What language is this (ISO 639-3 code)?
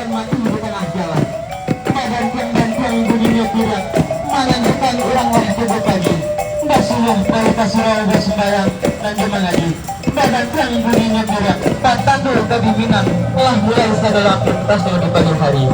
min